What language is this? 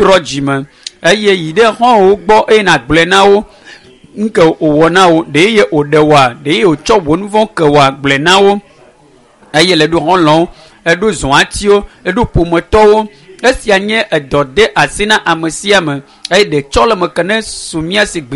Ewe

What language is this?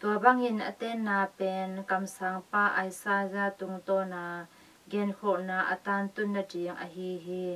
Tedim Chin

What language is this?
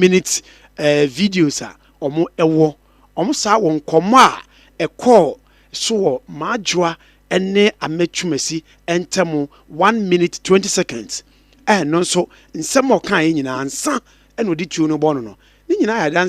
Akan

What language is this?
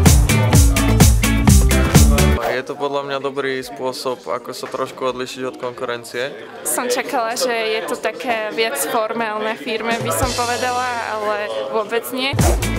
Slovak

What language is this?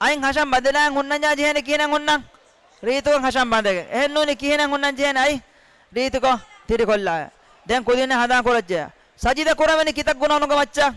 Divehi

